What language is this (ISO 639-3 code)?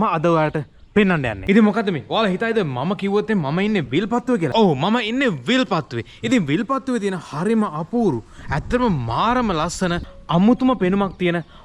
sin